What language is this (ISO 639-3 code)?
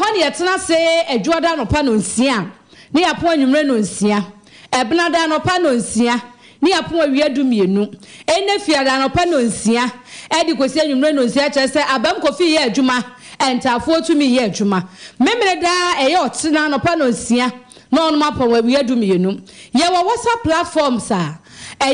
aka